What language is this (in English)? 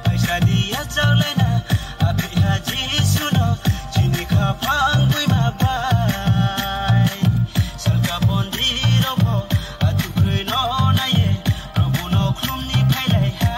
Kok Borok